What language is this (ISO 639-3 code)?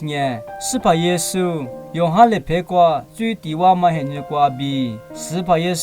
lis